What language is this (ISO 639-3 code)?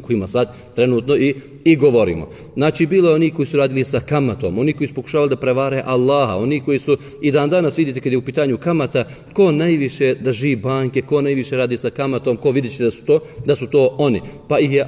bos